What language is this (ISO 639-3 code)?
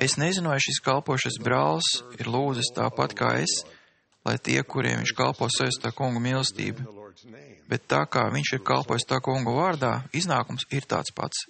lav